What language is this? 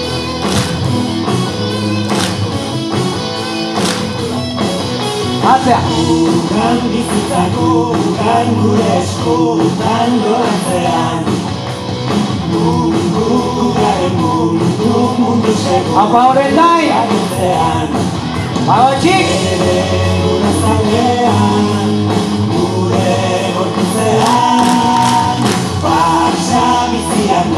Basque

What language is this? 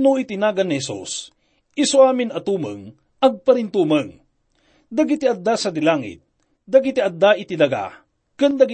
Iloko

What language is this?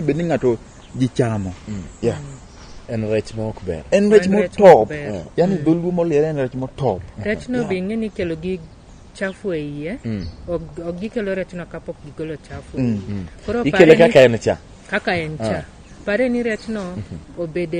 Luo (Kenya and Tanzania)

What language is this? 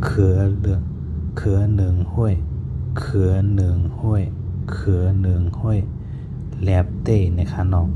Shan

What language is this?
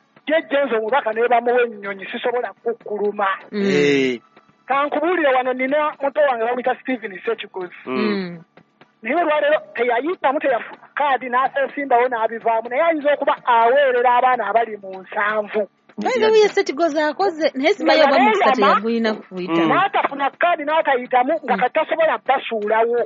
Ganda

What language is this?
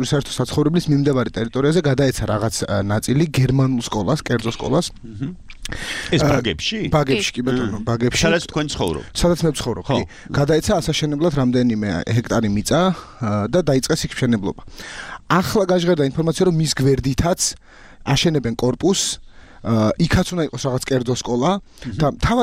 Georgian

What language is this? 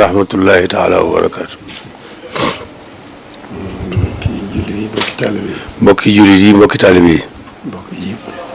Wolof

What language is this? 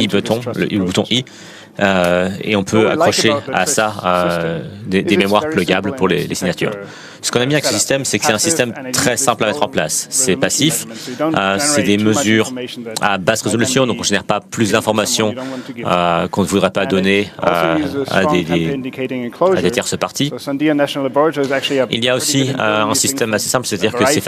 French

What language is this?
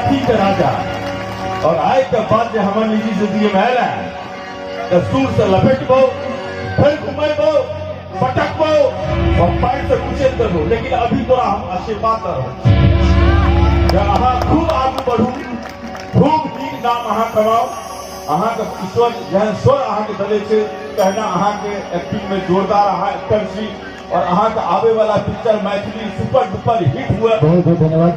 Maithili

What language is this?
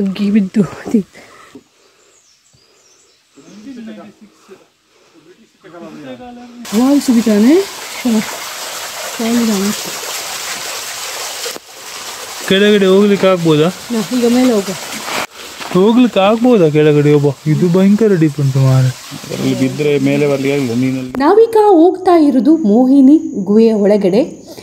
Kannada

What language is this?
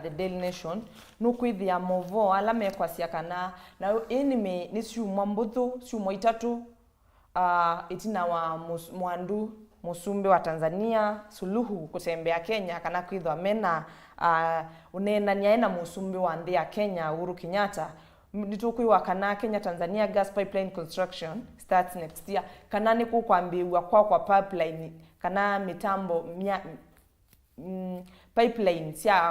Kamba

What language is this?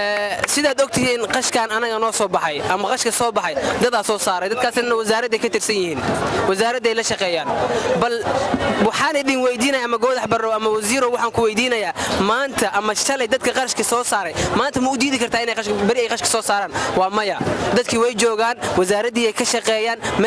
Somali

